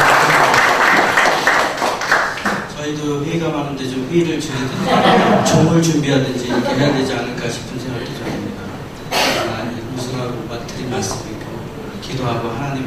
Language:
Korean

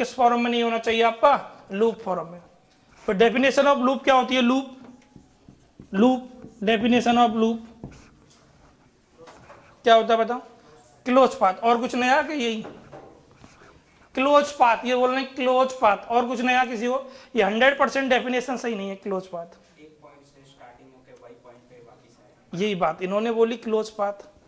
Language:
Hindi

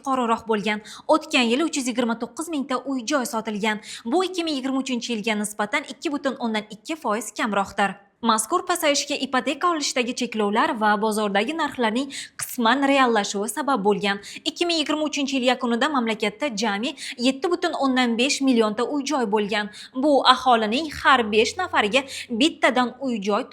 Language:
Uzbek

